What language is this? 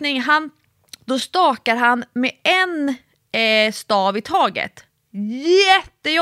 Swedish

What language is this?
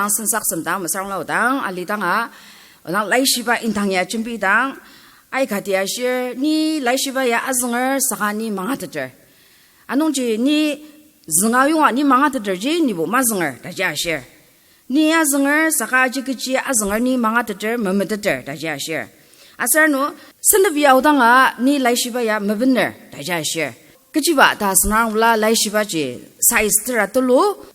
Ao Naga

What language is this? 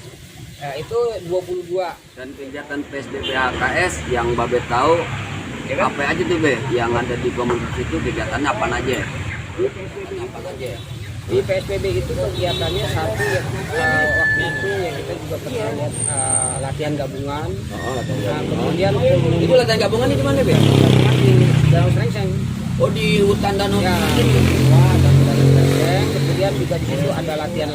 Betawi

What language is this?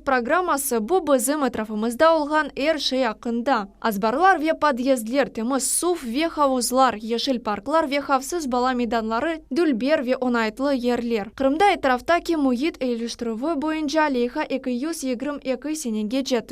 Crimean Tatar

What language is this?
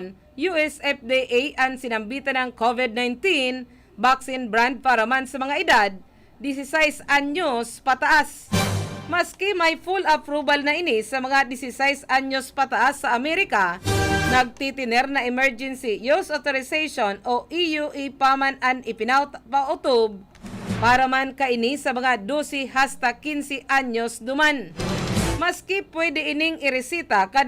Bikol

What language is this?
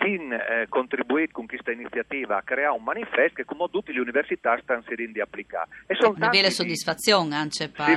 Friulian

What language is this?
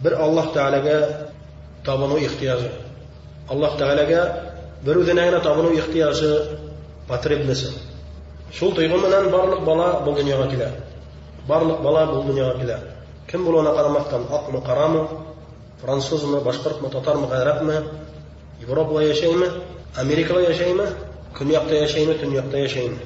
Bashkir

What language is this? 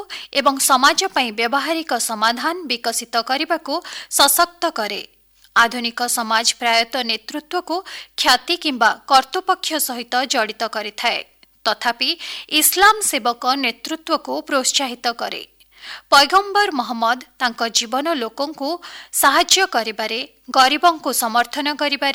Odia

